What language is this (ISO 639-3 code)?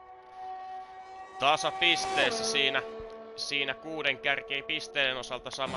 fin